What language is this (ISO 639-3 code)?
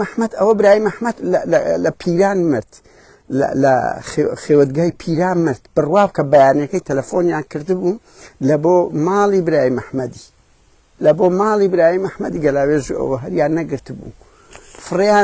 ckb